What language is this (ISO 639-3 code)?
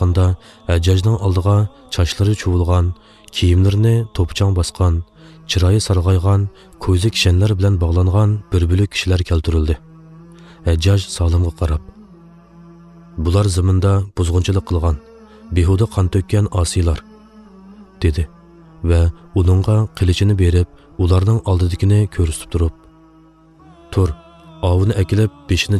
uig